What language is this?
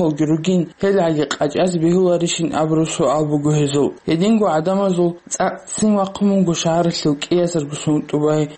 Avaric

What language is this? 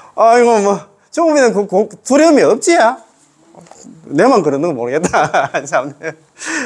Korean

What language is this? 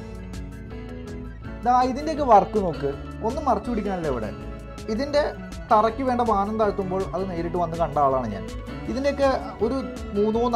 Malayalam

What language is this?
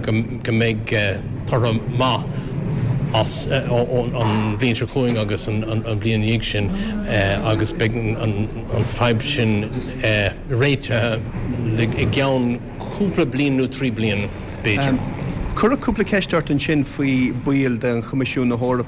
Irish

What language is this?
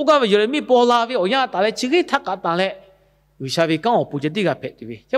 Lahu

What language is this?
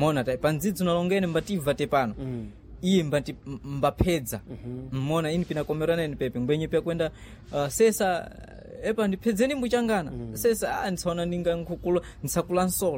Sena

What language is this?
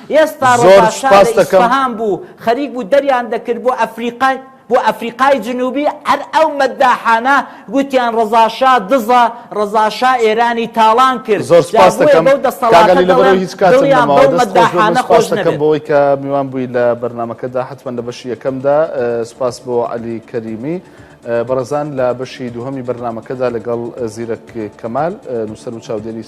Central Kurdish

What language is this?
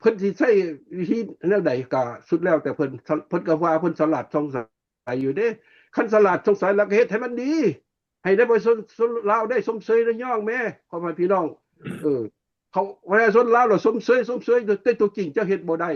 Lao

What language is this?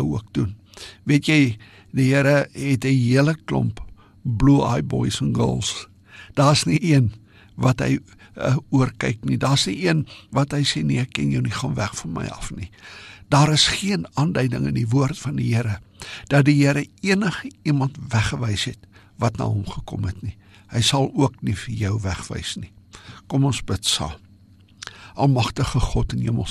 Afrikaans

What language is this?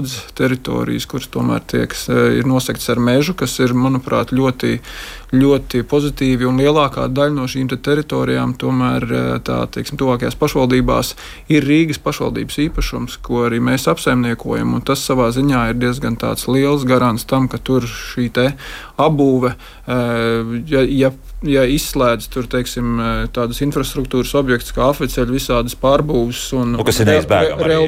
Latvian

